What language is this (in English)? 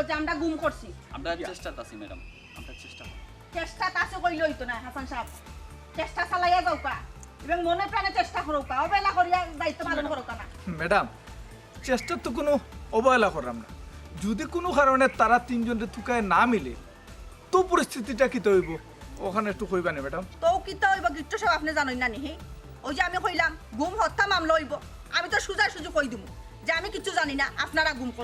Sylheti